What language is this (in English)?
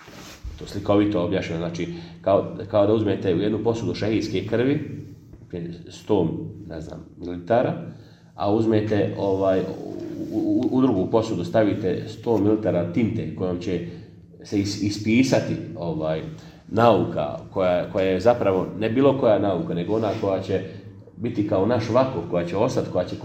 Bosnian